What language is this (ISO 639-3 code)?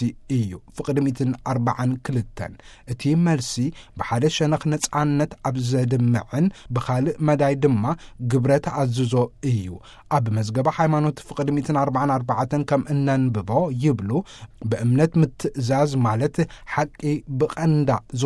tir